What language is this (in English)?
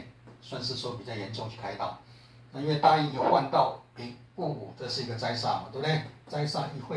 Chinese